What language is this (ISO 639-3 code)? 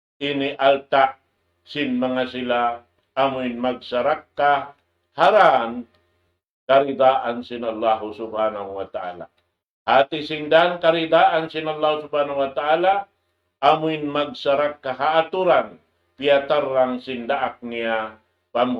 tsg